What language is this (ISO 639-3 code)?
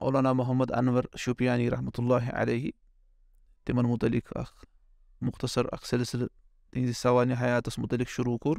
kas